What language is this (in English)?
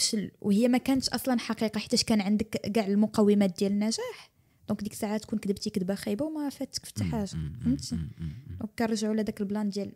Moroccan Arabic